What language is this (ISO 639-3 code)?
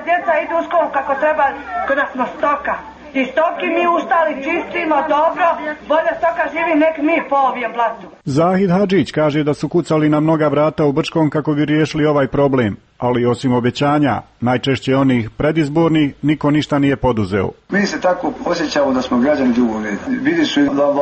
hrv